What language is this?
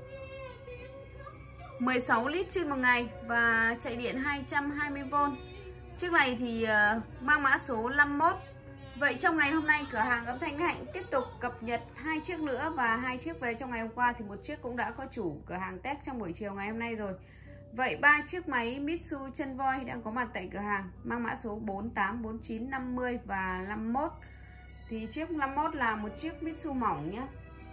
Vietnamese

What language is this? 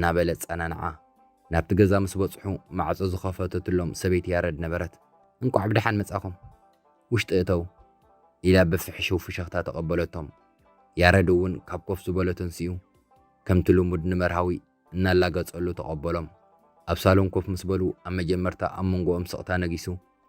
Tigrinya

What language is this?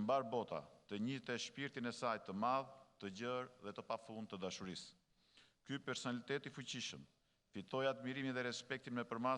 Albanian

